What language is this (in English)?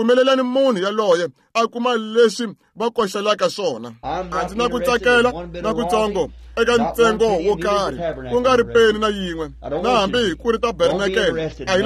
Tsonga